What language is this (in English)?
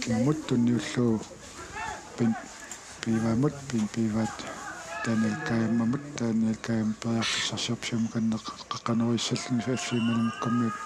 Kalaallisut